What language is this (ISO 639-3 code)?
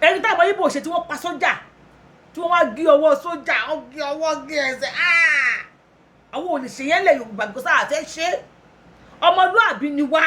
yor